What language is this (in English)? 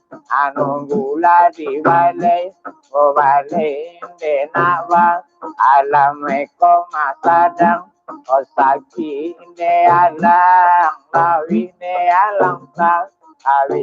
Minangkabau